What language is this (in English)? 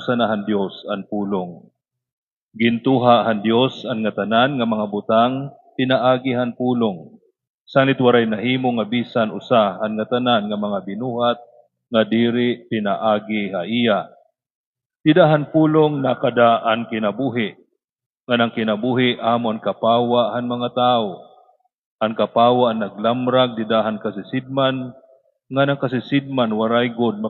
Waray